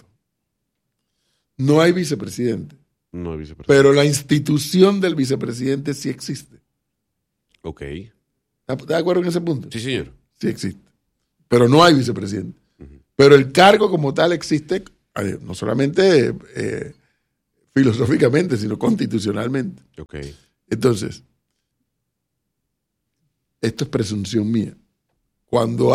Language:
Spanish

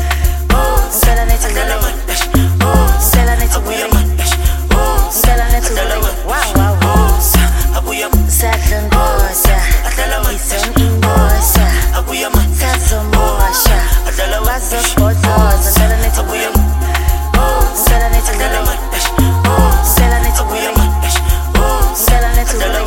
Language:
Zulu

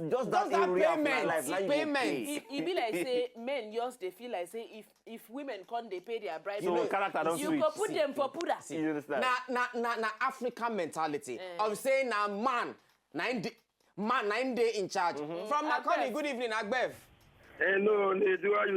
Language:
Nigerian Pidgin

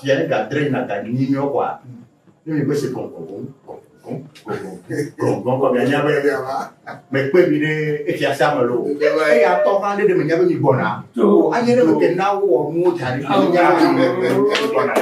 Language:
Ewe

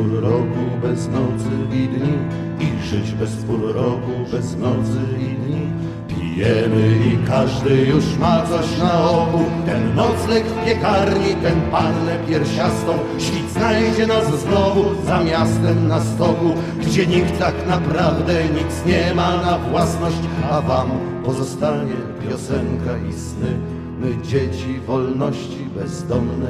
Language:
Polish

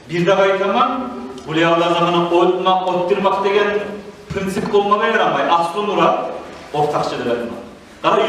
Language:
Kumyk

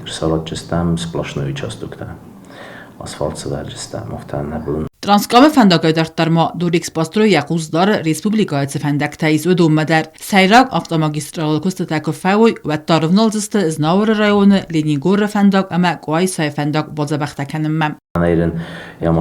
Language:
Ossetic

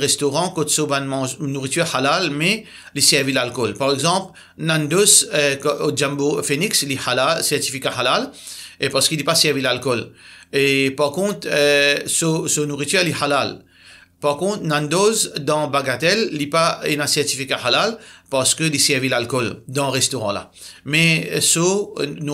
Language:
Morisyen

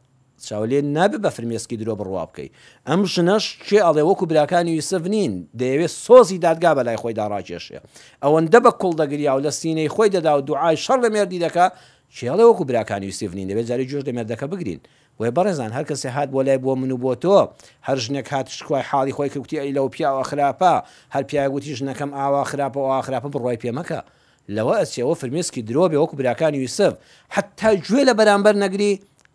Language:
Central Kurdish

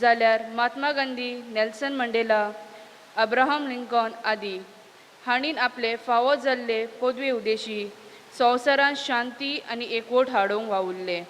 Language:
Konkani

